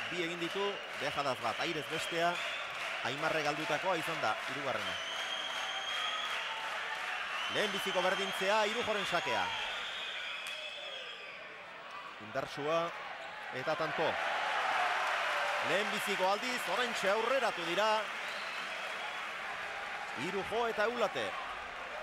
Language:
Basque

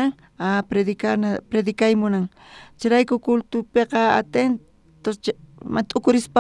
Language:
South Bolivian Quechua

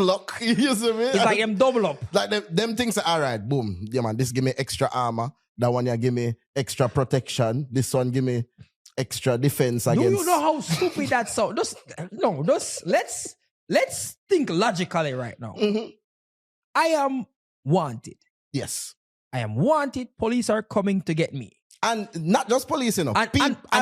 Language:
Jamaican Creole English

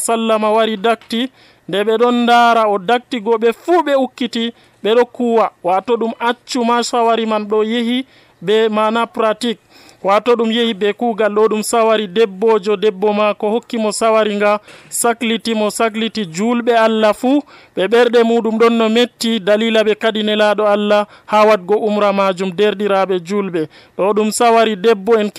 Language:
Nigerian Fulfulde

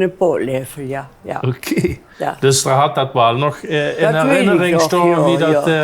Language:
Limburgish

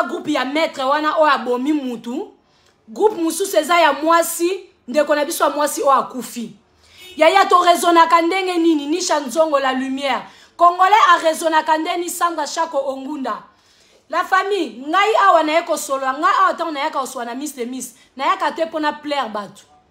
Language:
Lingala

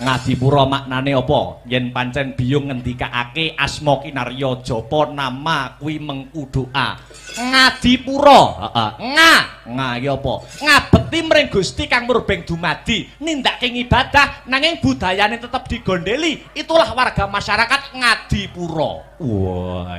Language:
Javanese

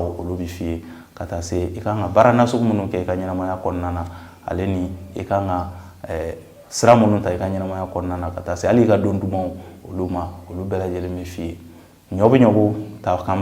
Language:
Bambara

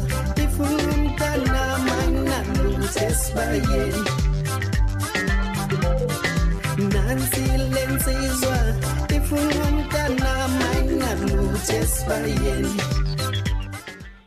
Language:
Swahili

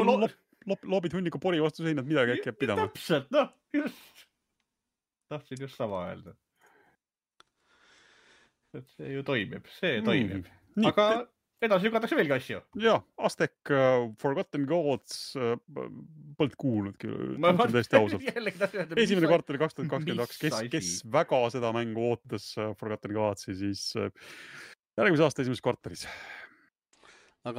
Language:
Estonian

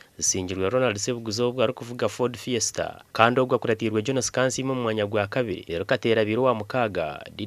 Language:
Nyankole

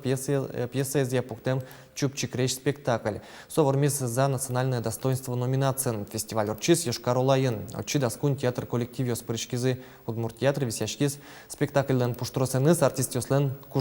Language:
Udmurt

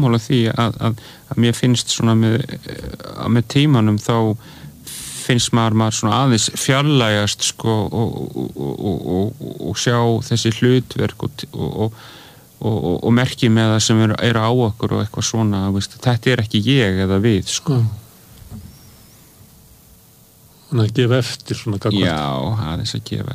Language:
Icelandic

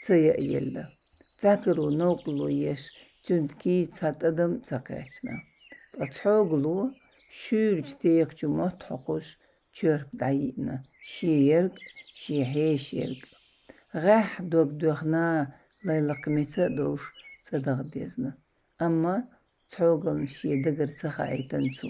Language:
Chechen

